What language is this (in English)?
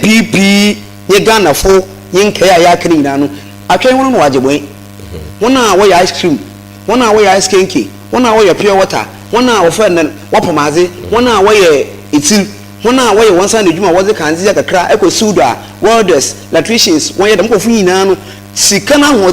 Akan